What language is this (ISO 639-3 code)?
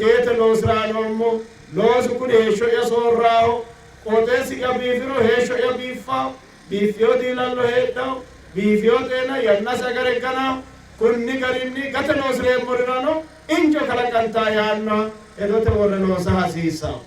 sid